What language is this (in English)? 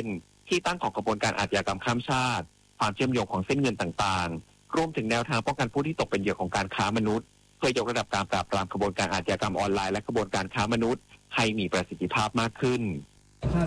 Thai